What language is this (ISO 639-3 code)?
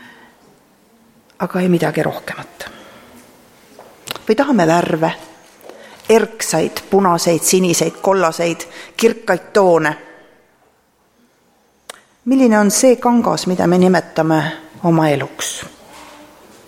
est